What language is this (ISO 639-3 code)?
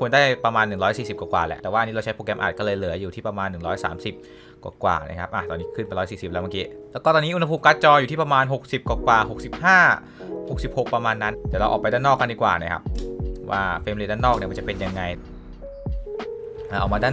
tha